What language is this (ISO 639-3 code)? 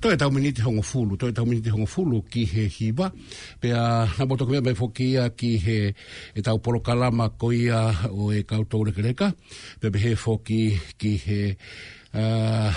ton